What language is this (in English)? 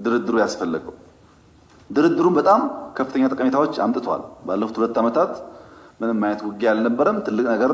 Amharic